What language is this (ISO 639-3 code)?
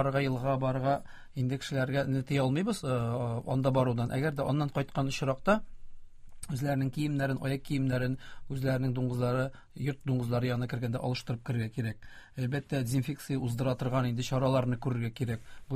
tat